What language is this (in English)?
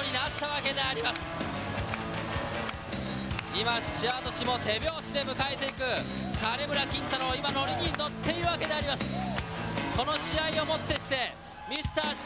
Japanese